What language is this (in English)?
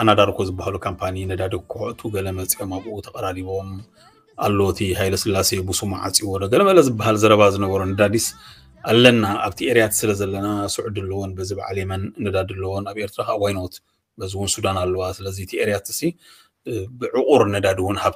Tigrinya